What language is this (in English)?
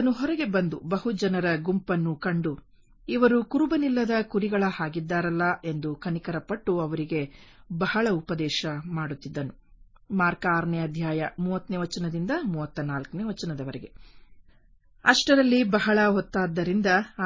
Kannada